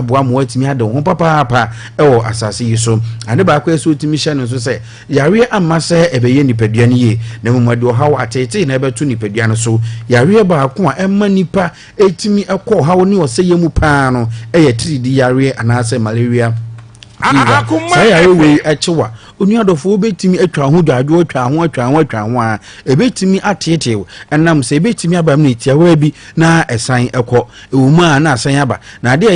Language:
Akan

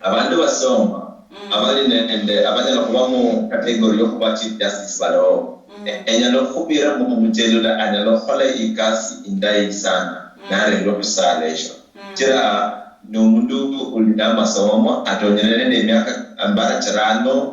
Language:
Luyia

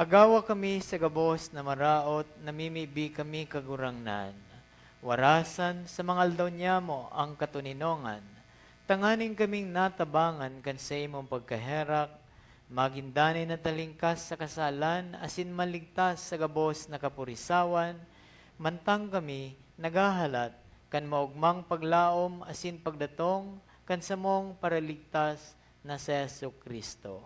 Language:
Bikol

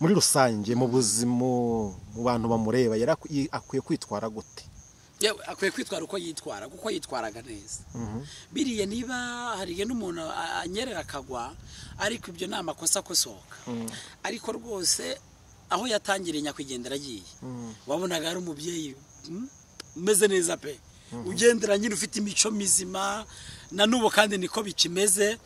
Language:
Kinyarwanda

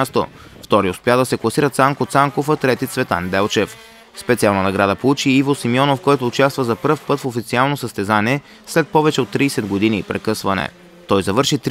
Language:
Bulgarian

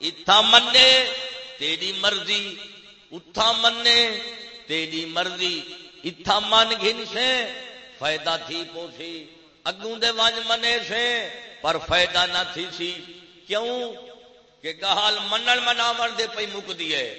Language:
Saraiki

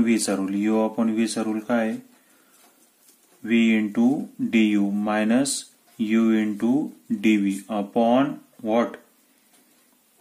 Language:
Marathi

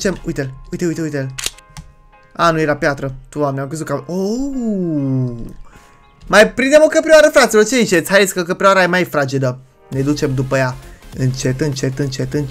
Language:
Romanian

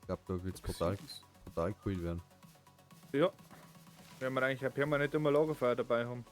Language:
Bavarian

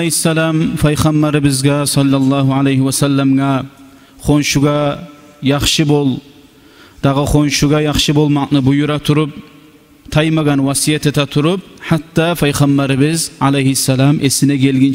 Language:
Kumyk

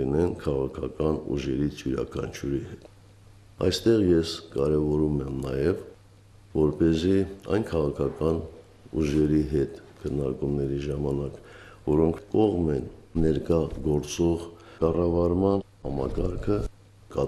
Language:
Armenian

